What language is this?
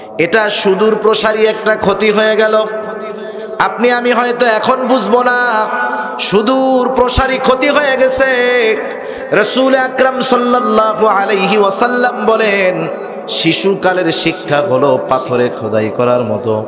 Bangla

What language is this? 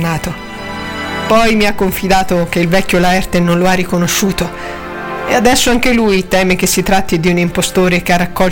Italian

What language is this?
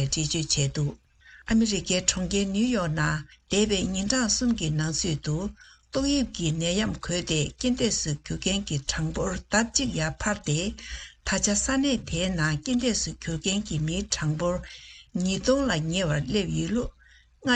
Tibetan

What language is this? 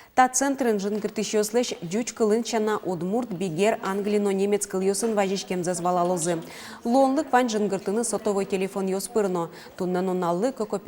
Udmurt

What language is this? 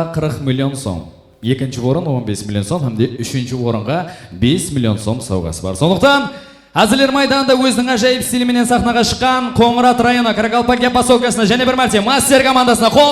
Kara-Kalpak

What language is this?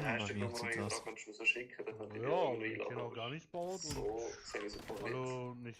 Swiss German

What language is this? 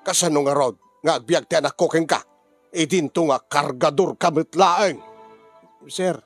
Iloko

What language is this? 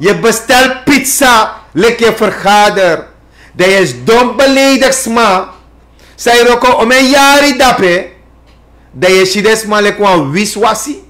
Sranan Tongo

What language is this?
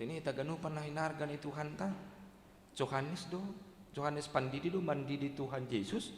Batak Simalungun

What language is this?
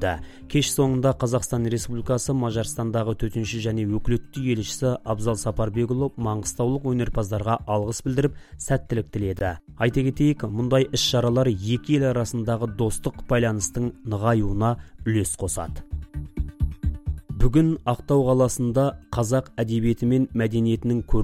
Kazakh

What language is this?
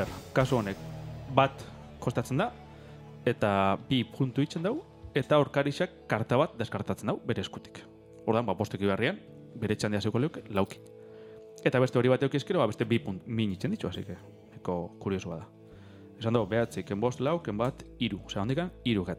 Basque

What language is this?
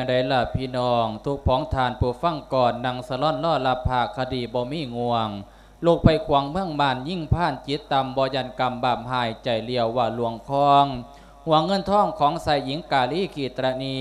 Lao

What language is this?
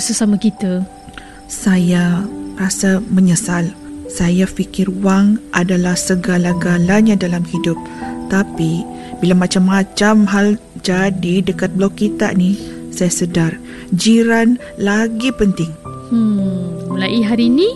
Malay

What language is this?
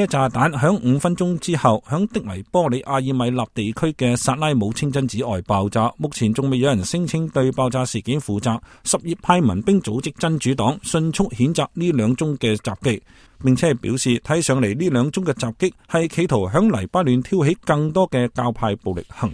Cantonese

